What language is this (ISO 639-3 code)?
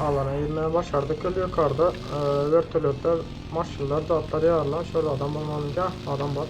tuk